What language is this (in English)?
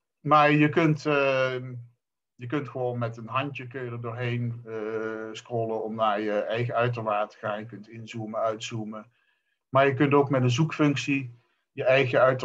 Dutch